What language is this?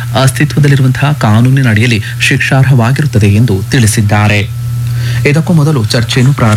Kannada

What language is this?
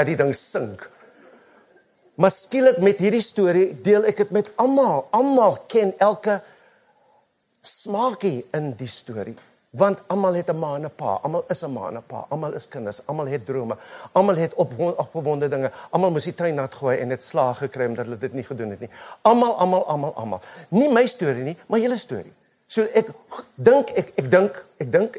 Afrikaans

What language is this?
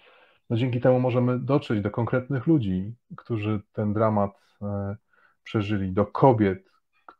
Polish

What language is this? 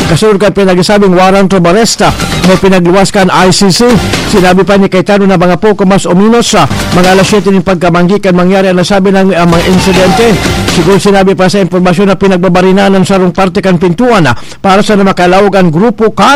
Bikol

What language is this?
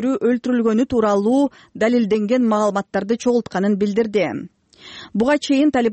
Kyrgyz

